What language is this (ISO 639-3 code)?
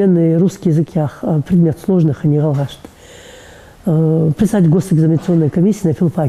inh